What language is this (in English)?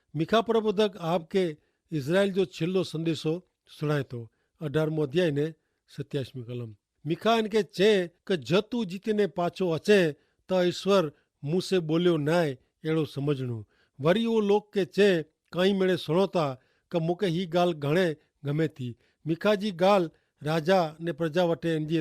Kachhi